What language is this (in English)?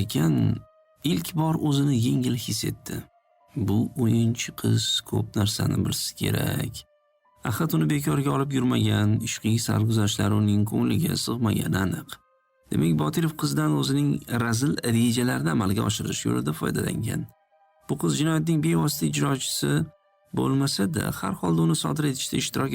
Uzbek